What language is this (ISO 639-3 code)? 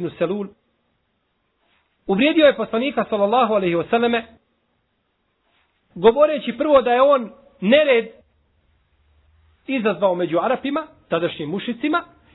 bos